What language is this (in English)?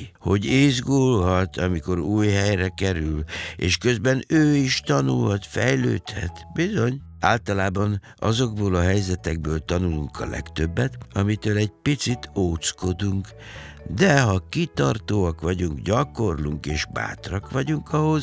Hungarian